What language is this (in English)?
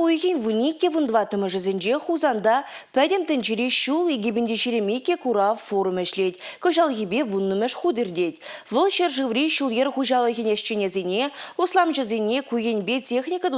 Chuvash